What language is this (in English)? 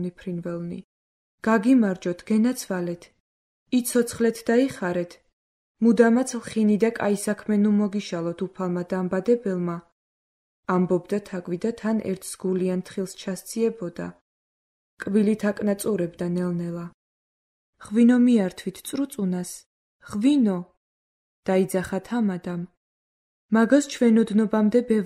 Georgian